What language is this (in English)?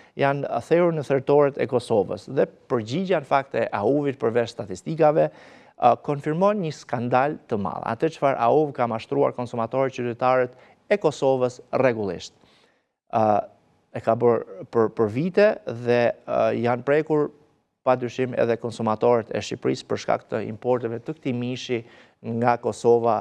Albanian